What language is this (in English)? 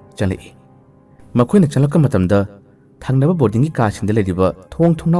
Manipuri